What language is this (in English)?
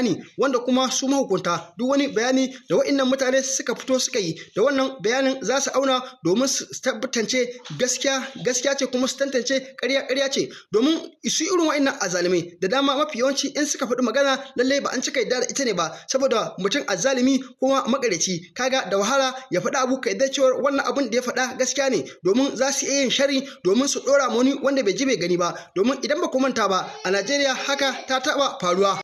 Hausa